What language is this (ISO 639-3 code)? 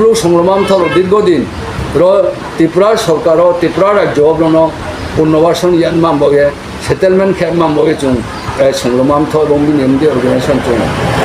ria